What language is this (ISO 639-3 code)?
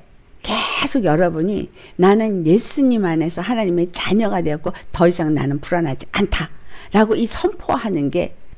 kor